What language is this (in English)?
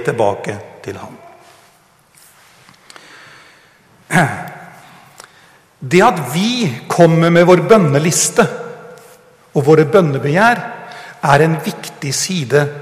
Norwegian